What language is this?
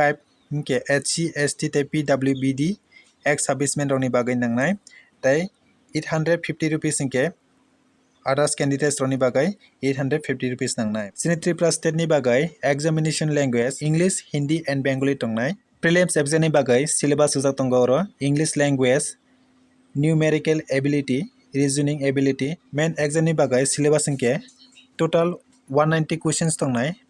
Kok Borok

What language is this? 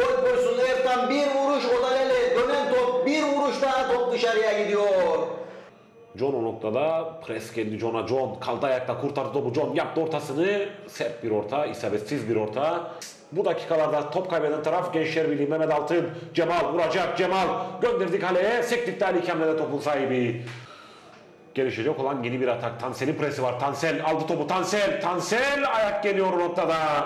Turkish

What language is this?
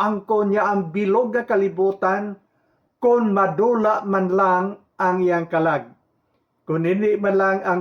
Hiligaynon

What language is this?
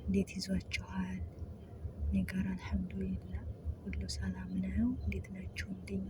Amharic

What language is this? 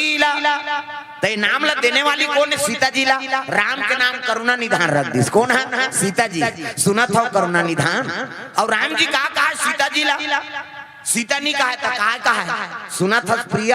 Chhattisgarhi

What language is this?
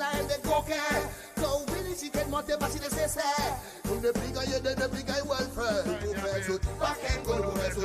Seselwa Creole French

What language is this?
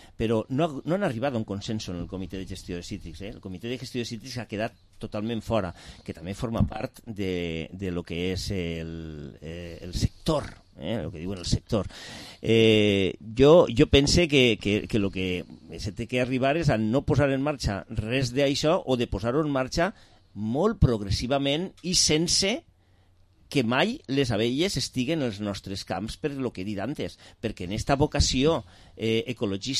Catalan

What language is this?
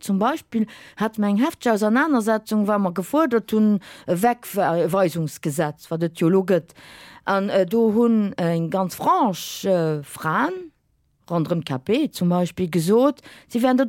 Luxembourgish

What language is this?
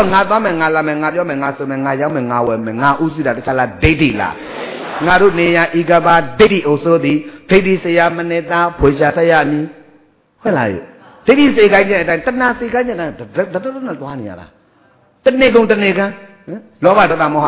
Burmese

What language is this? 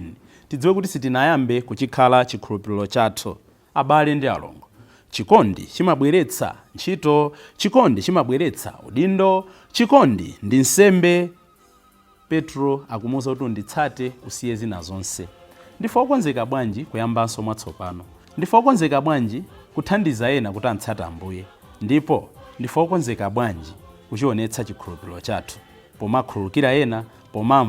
Nyanja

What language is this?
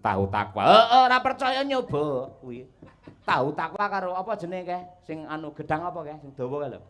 Javanese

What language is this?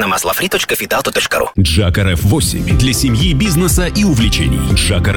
Russian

